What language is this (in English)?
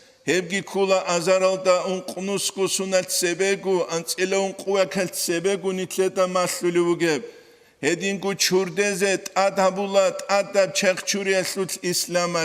Avaric